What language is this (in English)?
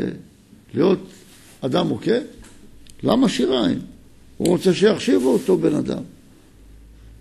Hebrew